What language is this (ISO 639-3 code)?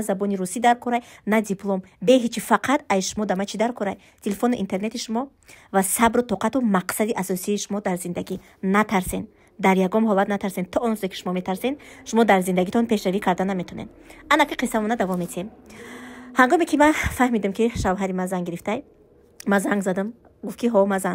tgk